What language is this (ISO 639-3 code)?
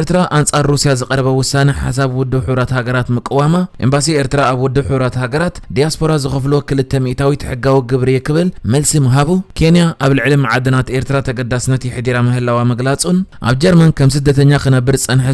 tir